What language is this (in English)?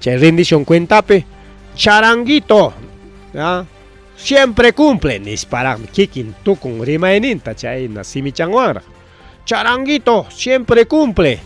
Ayacucho Quechua